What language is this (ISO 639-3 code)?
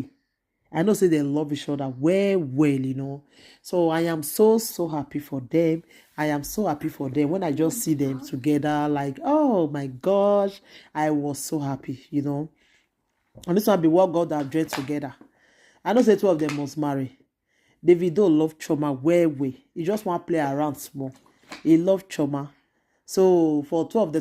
pcm